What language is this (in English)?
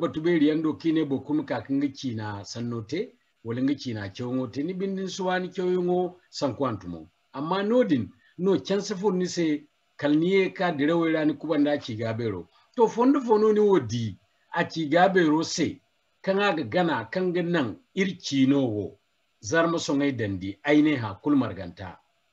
Zarma